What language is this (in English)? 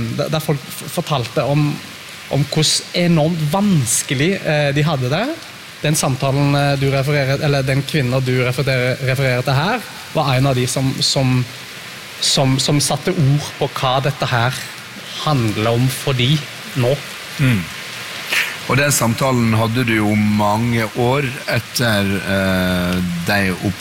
Norwegian